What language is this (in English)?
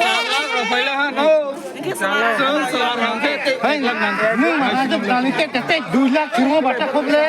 Kok Borok